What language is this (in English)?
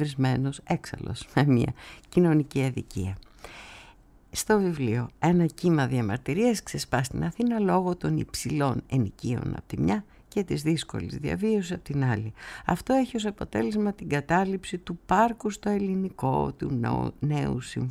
Greek